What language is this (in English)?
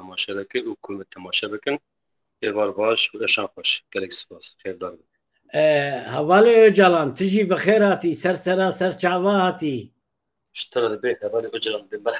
Kurdish